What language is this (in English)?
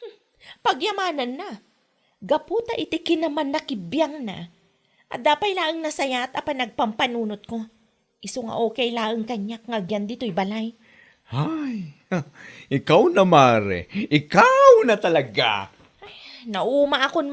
Iloko